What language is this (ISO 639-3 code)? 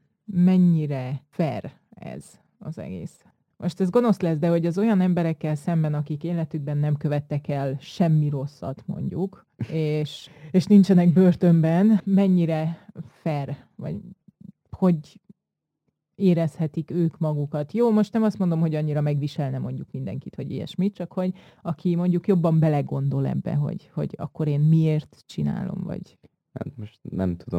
hun